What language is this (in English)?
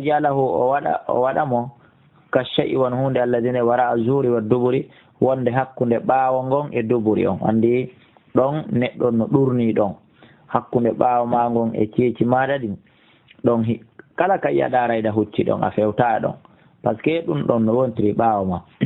Fula